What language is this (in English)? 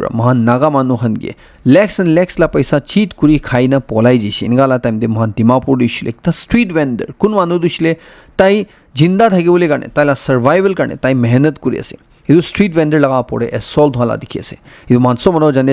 Naga Pidgin